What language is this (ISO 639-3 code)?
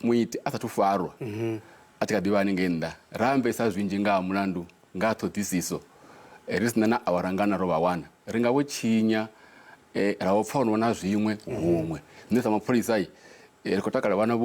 ven